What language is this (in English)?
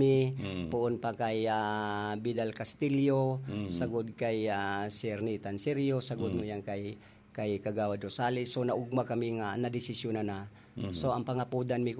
Bikol